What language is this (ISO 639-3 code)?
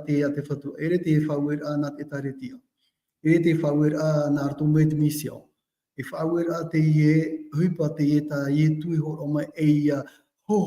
tah